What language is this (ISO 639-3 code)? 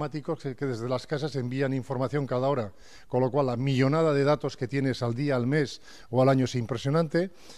spa